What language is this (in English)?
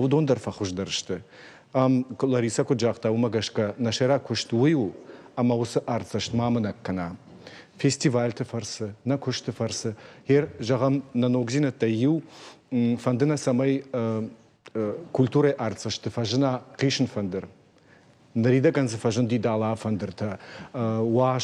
Ossetic